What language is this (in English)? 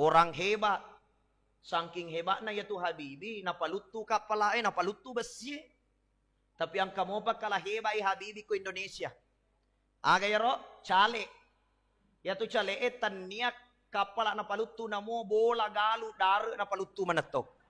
Buginese